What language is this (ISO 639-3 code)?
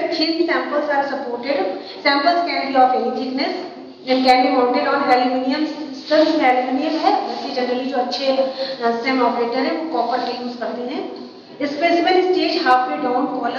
hin